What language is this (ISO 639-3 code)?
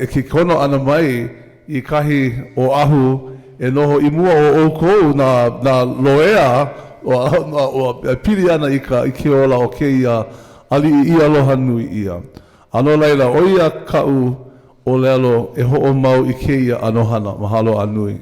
haw